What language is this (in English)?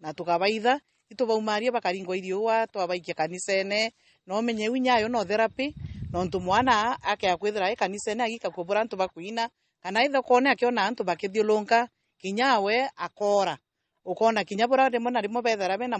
Meru